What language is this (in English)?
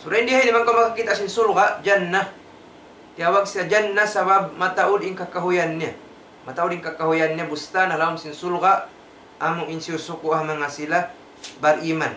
Tausug